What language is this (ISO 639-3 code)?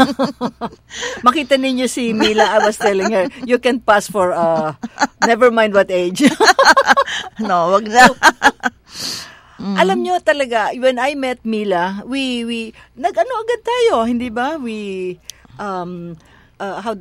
fil